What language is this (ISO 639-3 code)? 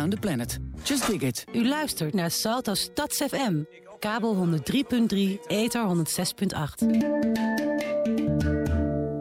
nld